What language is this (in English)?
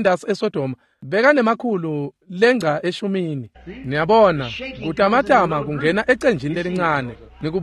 Swati